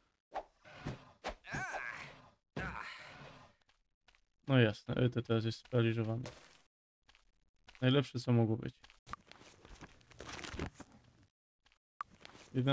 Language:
Polish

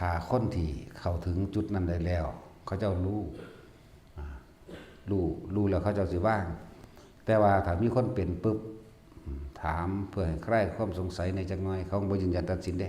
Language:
Northeastern Thai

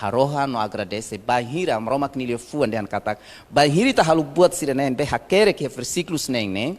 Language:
Tetum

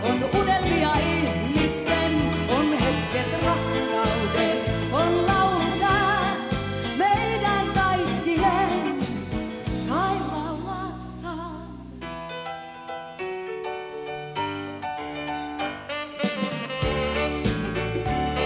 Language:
Finnish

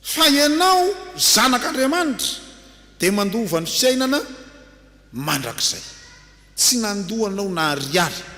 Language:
Malagasy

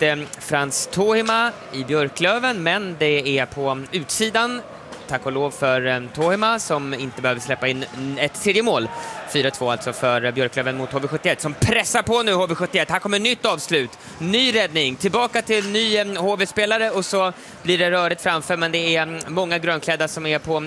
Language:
Swedish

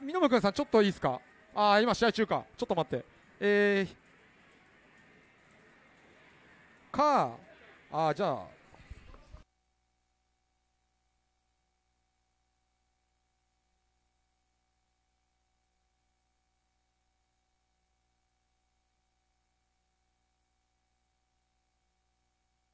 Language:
Japanese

